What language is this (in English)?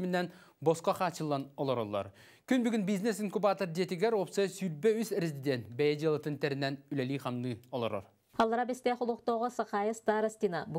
Yakut